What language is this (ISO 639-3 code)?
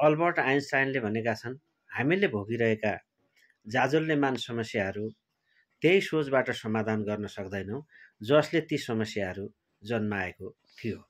nep